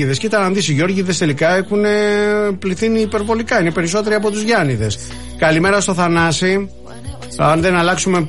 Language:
Greek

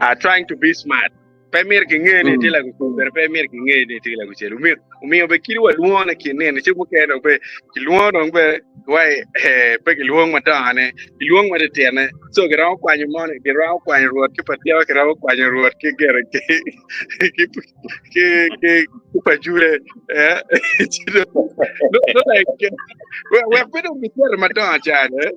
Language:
Acoli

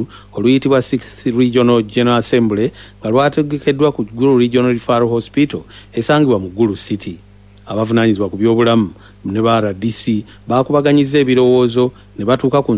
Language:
Ganda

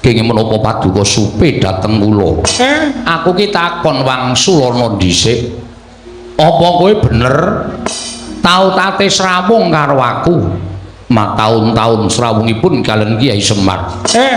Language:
Javanese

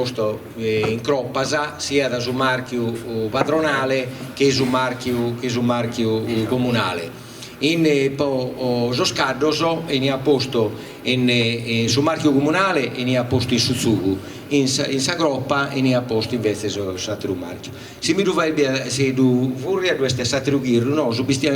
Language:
Sardinian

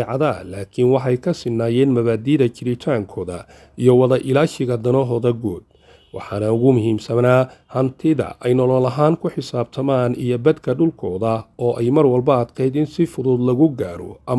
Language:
Somali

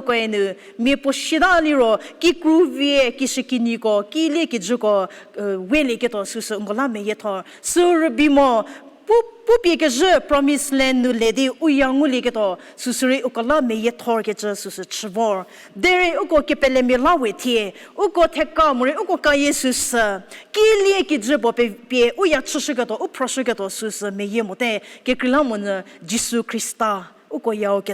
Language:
Angami Naga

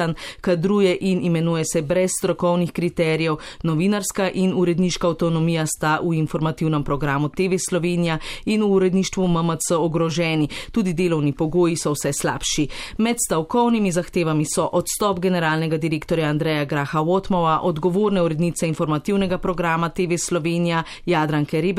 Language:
Slovenian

